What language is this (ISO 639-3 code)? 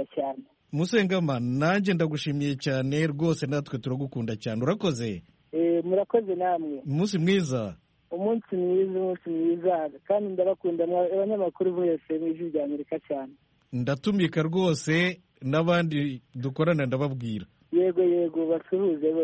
kin